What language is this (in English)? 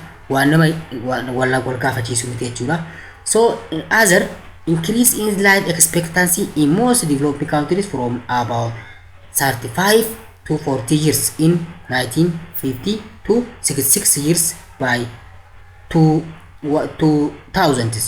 Oromo